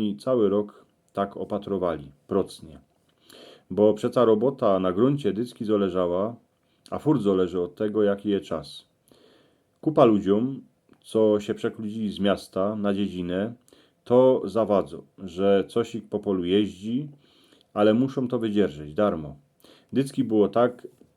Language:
Silesian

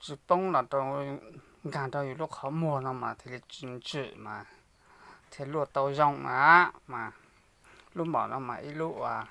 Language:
Hmong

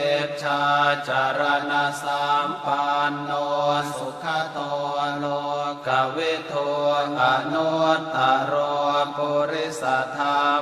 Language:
Pali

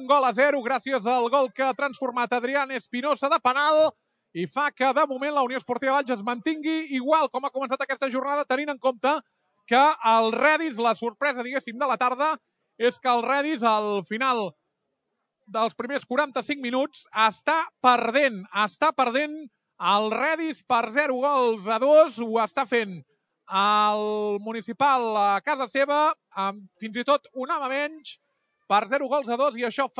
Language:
Catalan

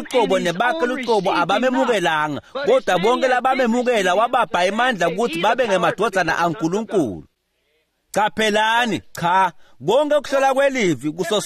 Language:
Swati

